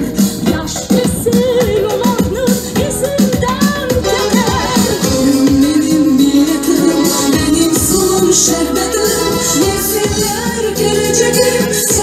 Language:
Crimean Tatar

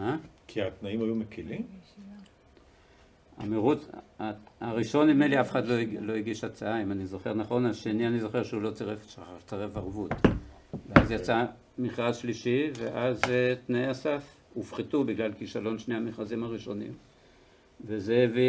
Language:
Hebrew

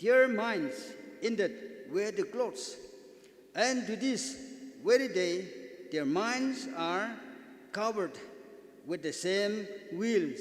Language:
Naga Pidgin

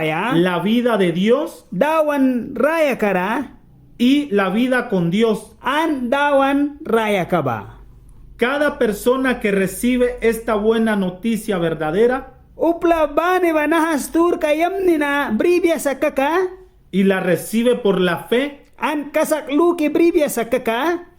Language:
Mískito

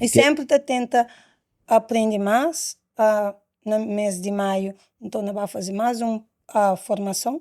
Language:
Kabuverdianu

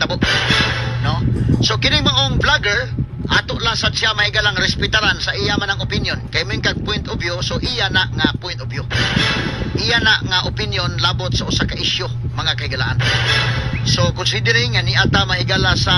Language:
Cebuano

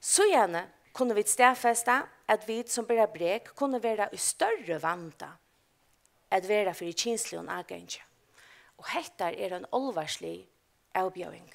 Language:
Faroese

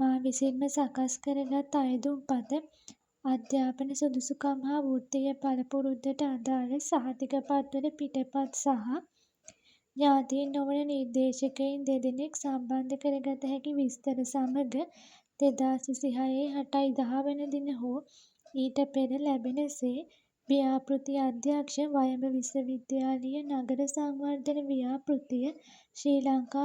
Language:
Sinhala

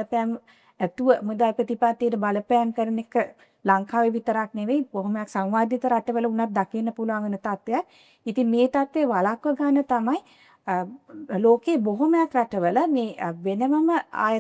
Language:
Sinhala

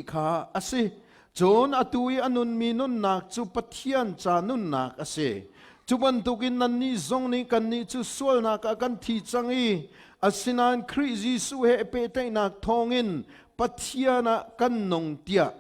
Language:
Hakha Chin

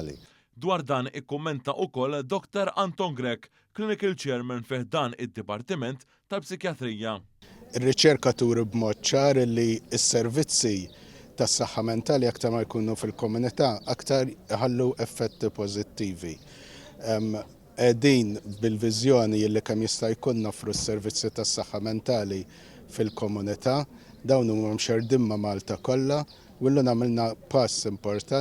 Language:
Maltese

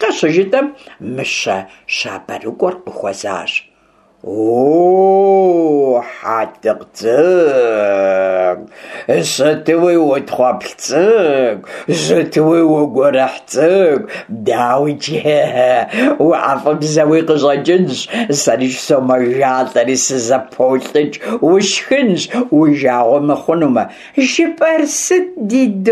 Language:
Kabardian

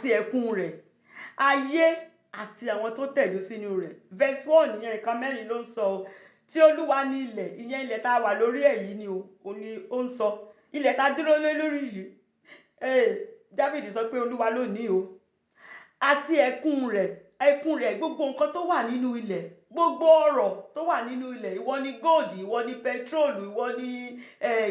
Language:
Yoruba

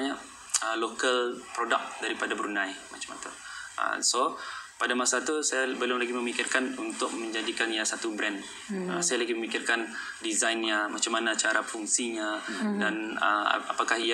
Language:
Malay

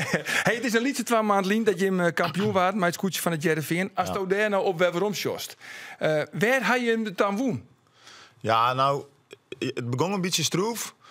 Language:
Western Frisian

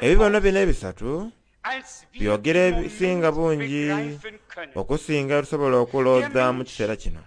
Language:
Soga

